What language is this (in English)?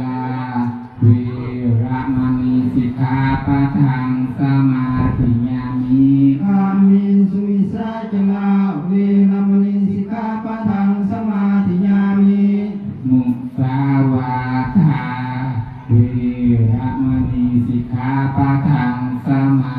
Pali